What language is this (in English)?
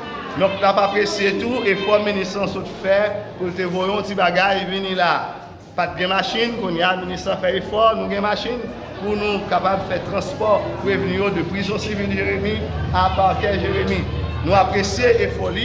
Haitian Creole